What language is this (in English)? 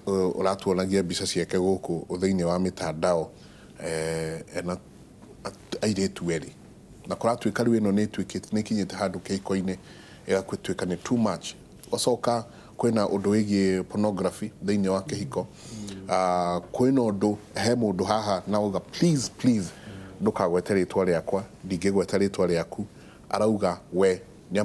Kikuyu